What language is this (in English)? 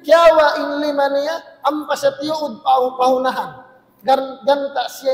Tausug